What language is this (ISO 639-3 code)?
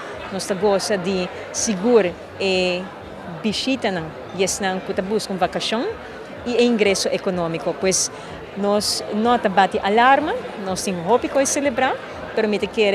pap